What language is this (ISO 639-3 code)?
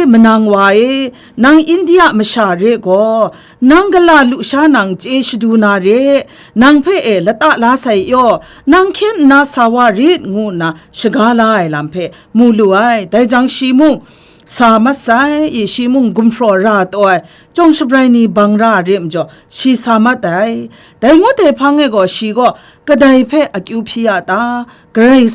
kac